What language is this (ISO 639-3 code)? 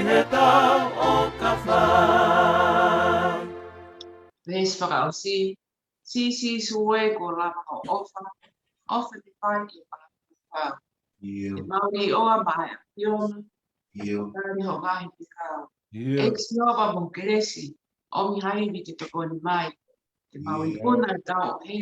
ton